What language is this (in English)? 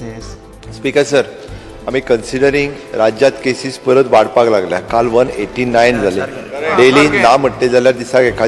Konkani